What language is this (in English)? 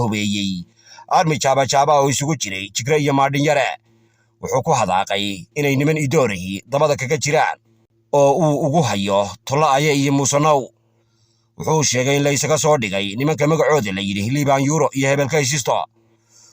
Somali